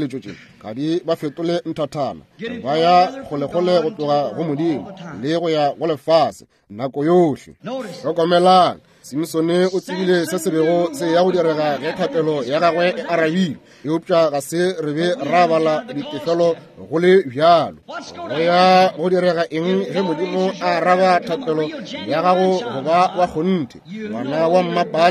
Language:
Northern Sotho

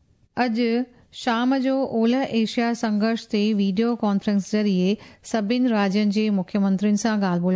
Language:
Sindhi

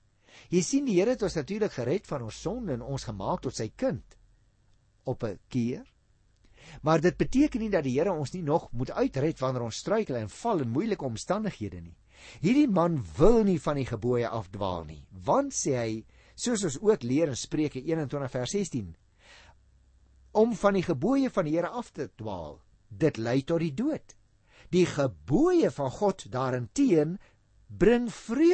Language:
Afrikaans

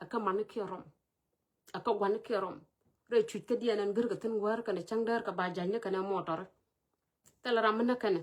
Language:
Nuer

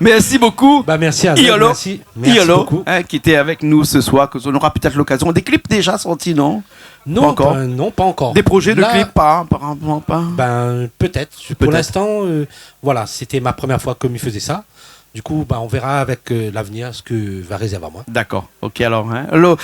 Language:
Réunion Creole French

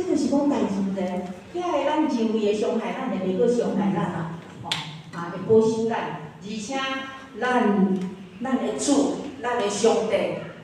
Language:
Min Nan Chinese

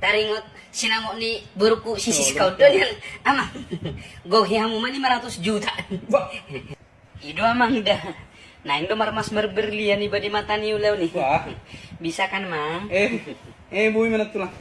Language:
Batak Toba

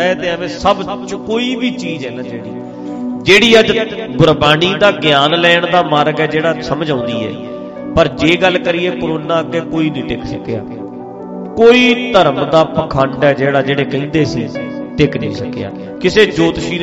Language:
Punjabi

